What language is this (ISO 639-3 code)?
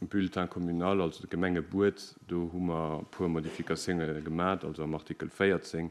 ltz